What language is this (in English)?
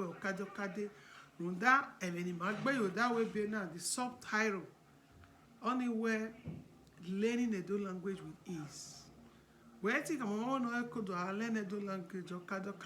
Bini